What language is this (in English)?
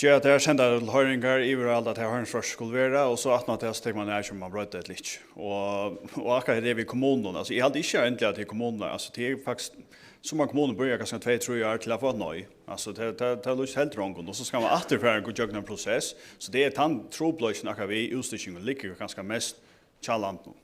Faroese